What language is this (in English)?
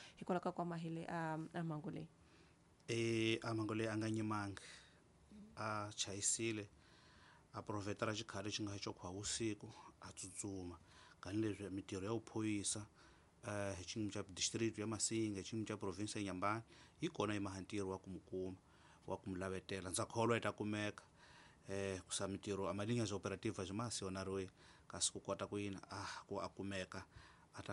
Tsonga